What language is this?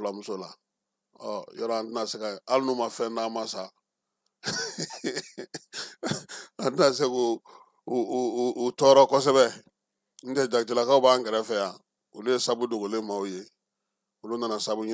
Bambara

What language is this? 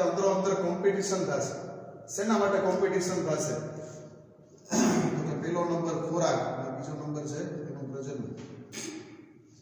Gujarati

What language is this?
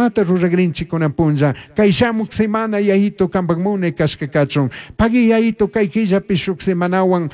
Chimborazo Highland Quichua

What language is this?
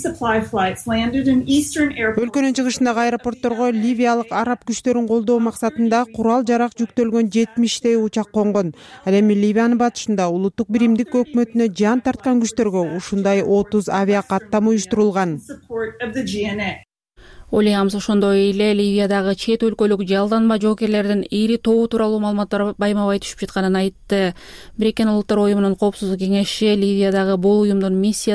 Kyrgyz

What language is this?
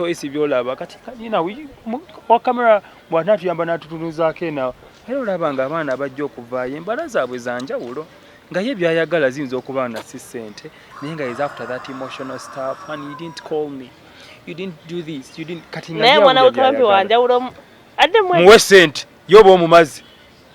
Ganda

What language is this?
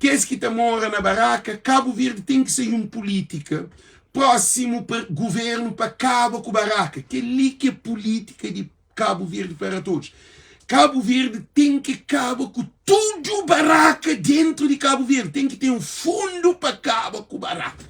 Kabuverdianu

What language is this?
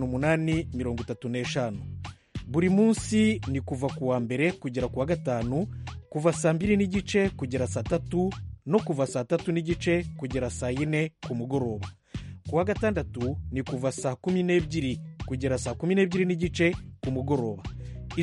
Kinyarwanda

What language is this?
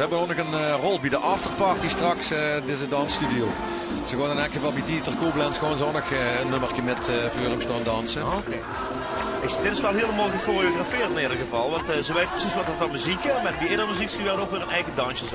Limburgish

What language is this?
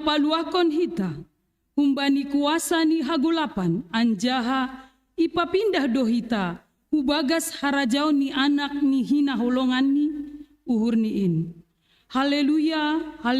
Batak Simalungun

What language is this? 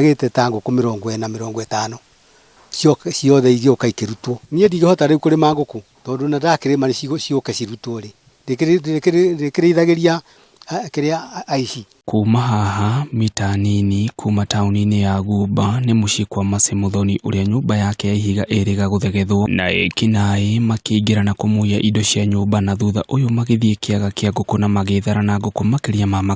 Kikuyu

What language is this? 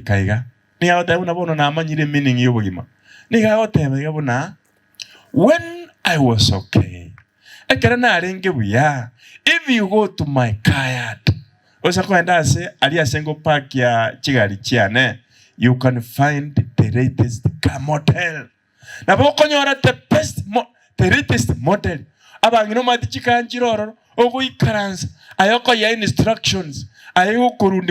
Gusii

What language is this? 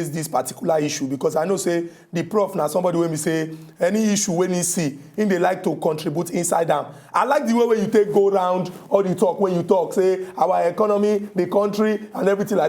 Nigerian Pidgin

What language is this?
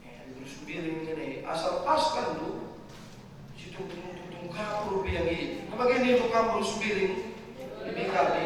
Batak Karo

